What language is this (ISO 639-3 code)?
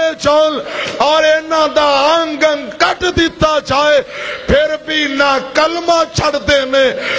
lah